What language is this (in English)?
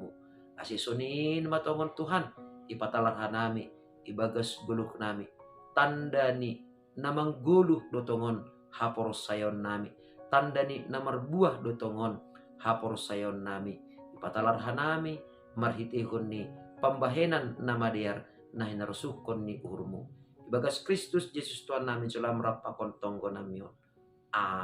Batak Simalungun